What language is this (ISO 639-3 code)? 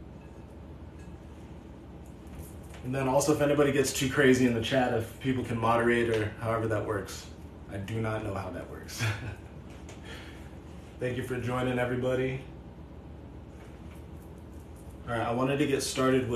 eng